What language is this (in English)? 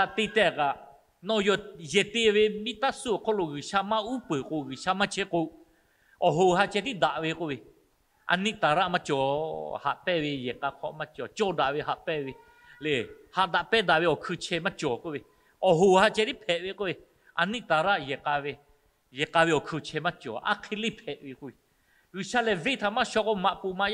Lahu